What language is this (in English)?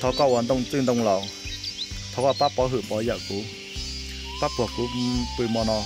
Hmong